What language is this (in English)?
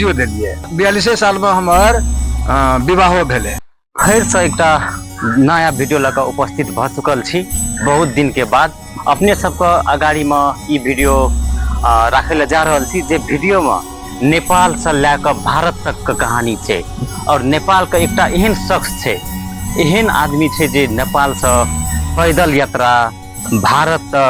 Maithili